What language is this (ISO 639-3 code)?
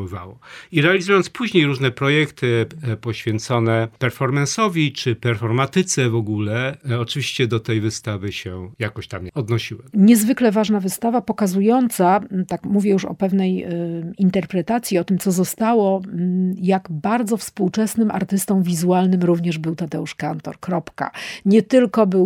pol